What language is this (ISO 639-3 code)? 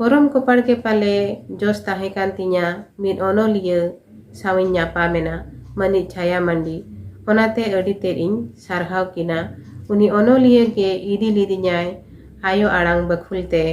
sat